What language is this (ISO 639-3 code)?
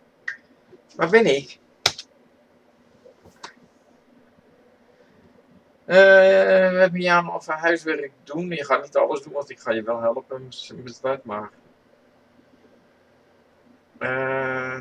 nld